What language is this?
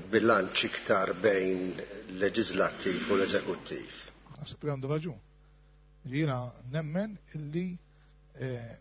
Maltese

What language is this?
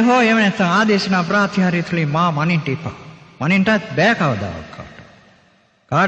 Sinhala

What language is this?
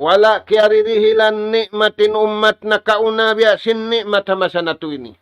Tausug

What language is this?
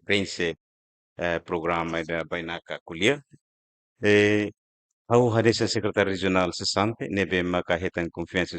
Tetum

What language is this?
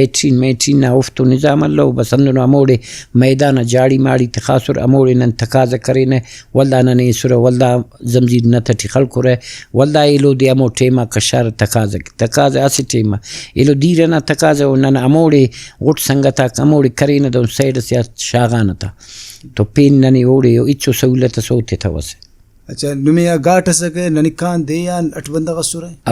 Brahui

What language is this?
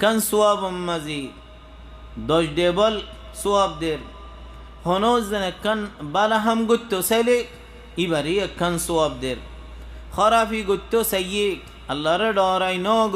Rohingya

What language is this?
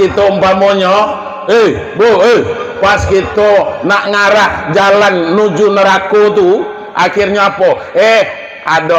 Minangkabau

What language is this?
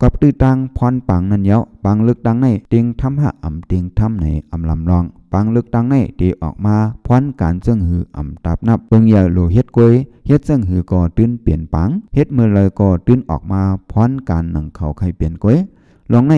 Shan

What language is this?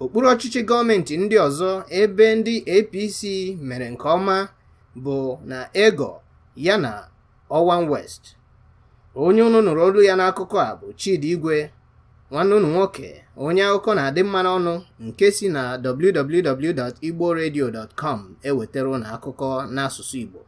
Igbo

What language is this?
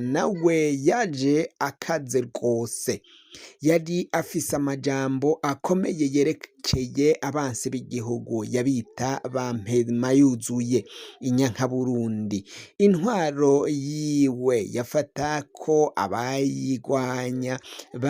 Rundi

